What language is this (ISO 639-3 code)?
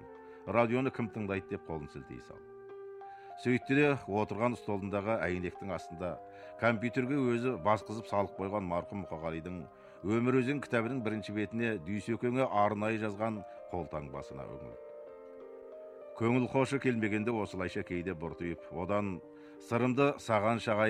kaz